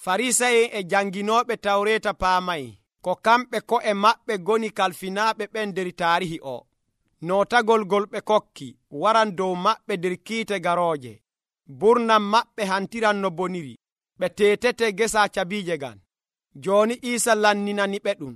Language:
Nigerian Fulfulde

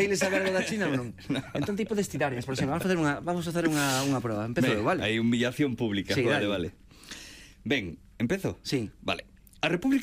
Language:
Galician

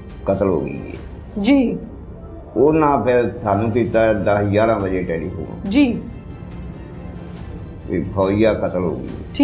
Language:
Punjabi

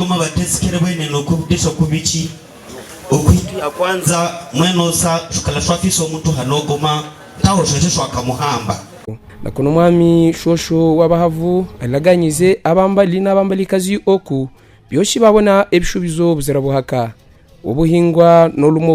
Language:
Havu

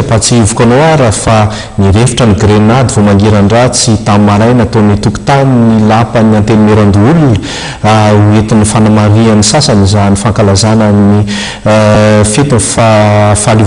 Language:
Malagasy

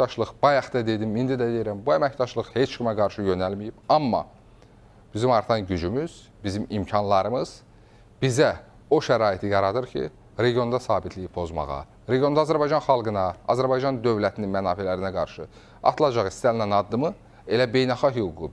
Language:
Azerbaijani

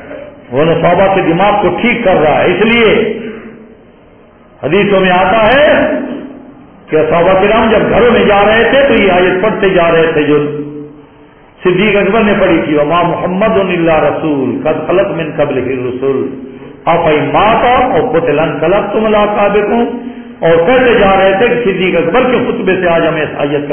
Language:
Urdu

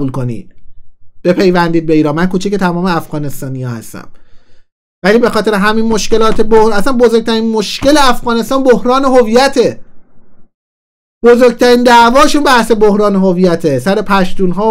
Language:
Persian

